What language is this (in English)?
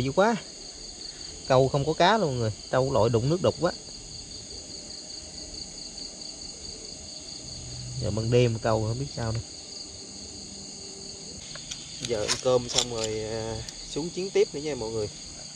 Vietnamese